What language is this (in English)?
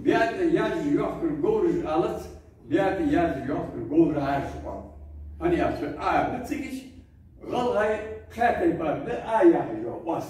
Ingush